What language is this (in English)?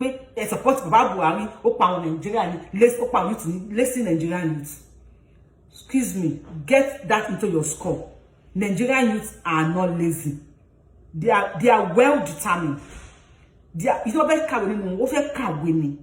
Yoruba